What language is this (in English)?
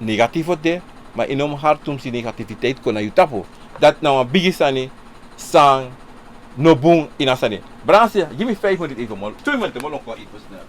Sranan Tongo